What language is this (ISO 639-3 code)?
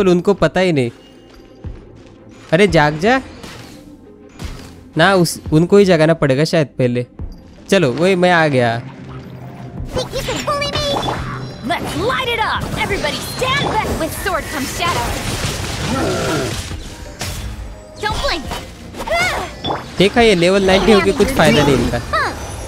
hin